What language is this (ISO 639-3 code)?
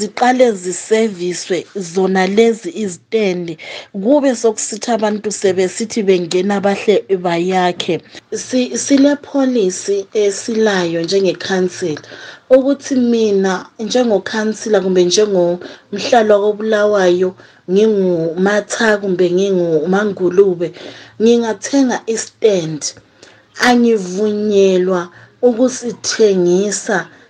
nde